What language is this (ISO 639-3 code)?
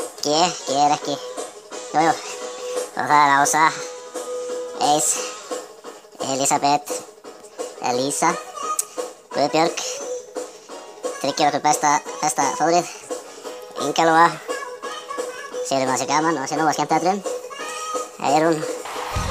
isl